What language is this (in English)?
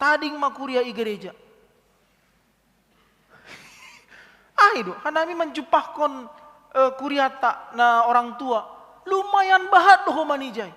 Batak Simalungun